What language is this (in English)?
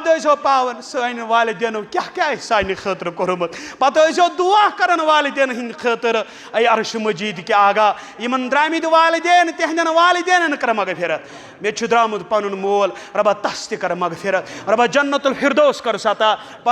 Kashmiri